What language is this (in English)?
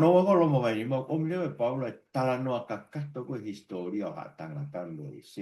Tongan